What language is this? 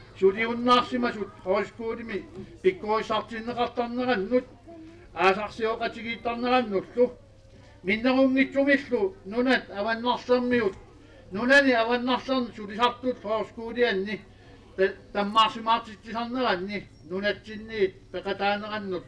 Kalaallisut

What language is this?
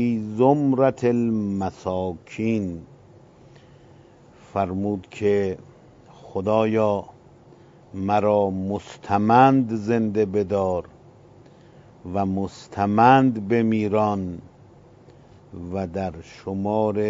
Persian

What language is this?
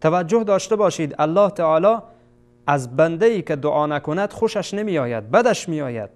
Persian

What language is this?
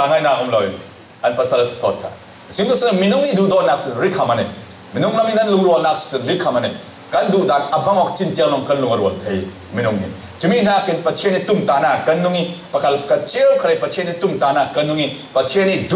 Falam Chin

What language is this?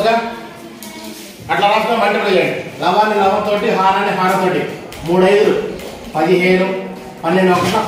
Telugu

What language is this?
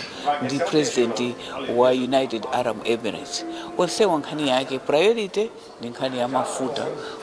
Nyanja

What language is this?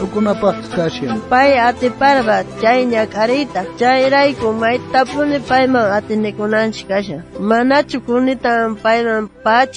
South Bolivian Quechua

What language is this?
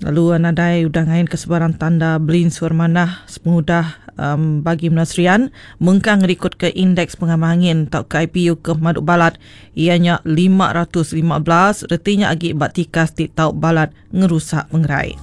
Iban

